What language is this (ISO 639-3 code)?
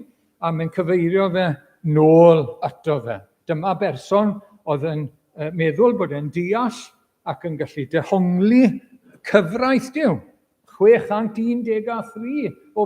cym